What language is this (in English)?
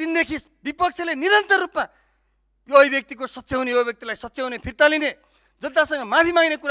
Nepali